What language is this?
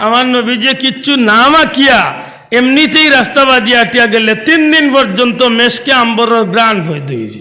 Sylheti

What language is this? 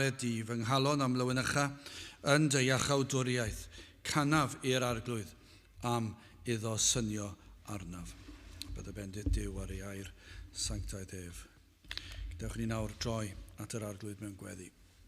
Welsh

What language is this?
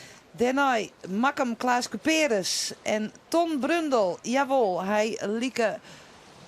Western Frisian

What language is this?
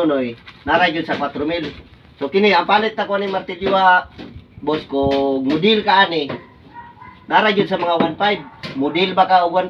Cebuano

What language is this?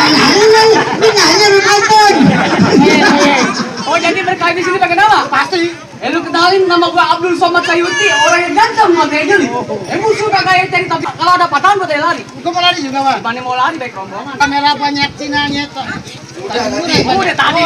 Betawi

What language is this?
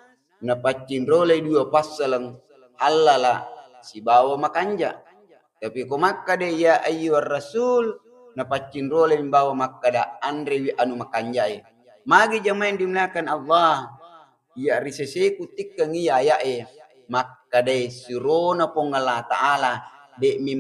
Buginese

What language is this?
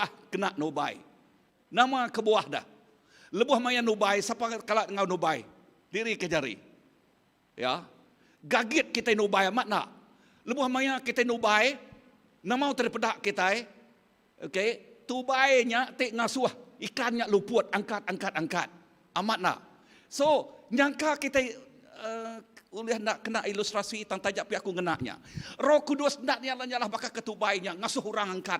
Iban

